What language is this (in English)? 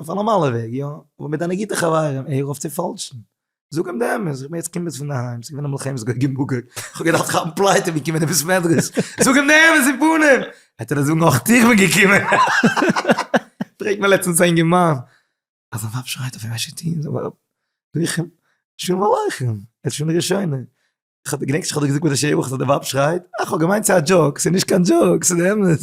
Yiddish